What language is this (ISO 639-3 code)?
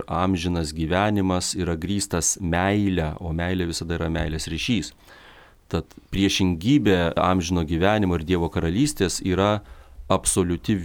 lit